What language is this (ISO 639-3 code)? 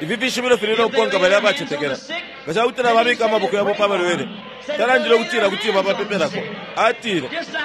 bem